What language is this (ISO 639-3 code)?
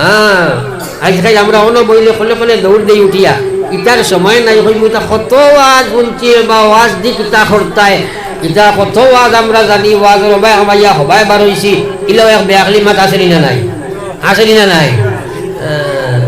syl